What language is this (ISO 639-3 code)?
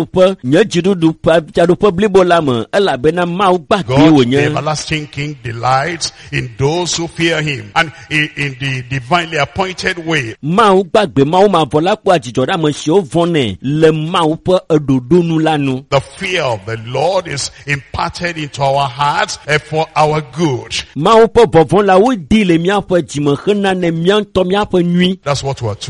ewe